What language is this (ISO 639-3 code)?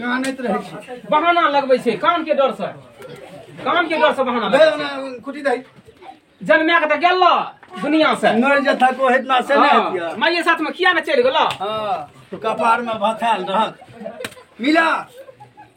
mai